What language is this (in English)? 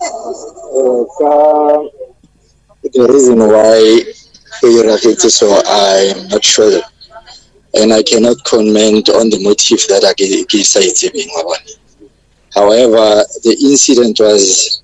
English